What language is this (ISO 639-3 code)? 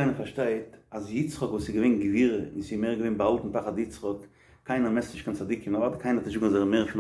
yid